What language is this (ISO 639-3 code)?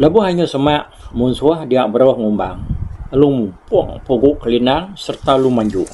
iba